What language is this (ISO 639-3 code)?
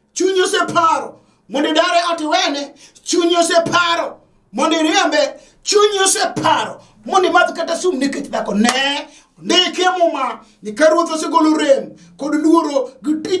luo